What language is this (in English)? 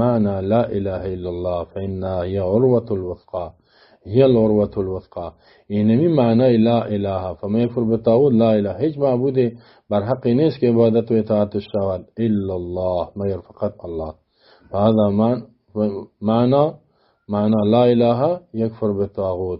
Persian